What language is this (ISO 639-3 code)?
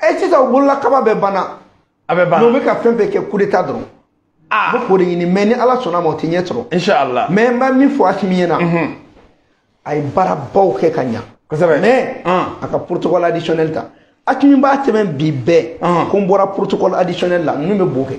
bam